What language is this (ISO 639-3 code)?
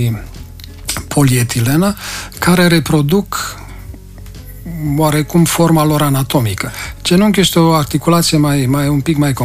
ron